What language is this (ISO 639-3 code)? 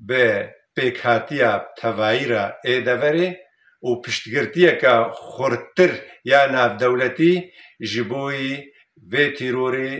kur